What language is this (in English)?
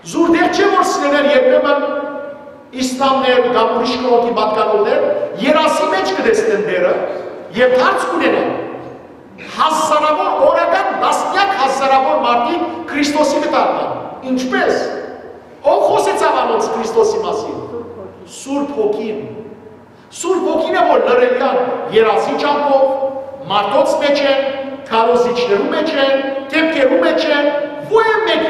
Western Armenian